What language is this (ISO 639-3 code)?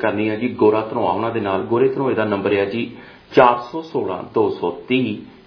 pan